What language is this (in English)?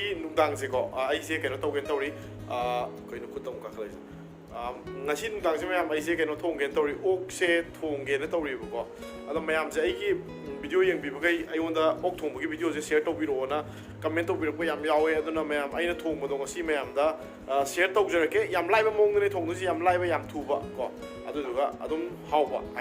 Manipuri